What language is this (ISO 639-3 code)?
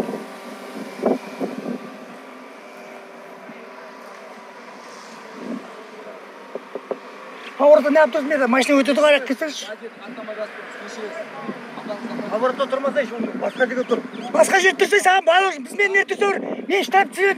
kaz